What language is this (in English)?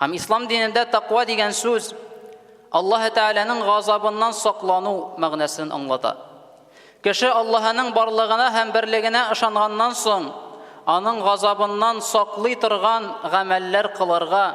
Tatar